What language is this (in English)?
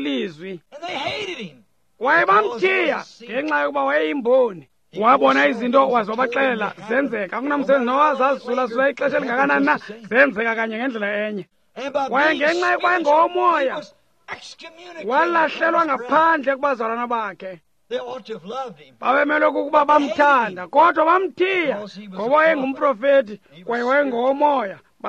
Xhosa